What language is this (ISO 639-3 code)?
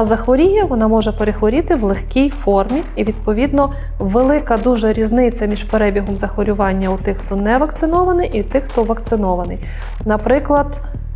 ukr